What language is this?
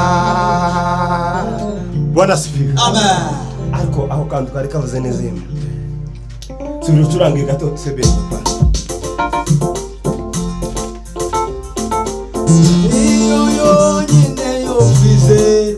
Kinyarwanda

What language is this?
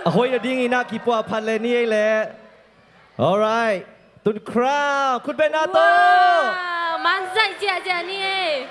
Tedim Chin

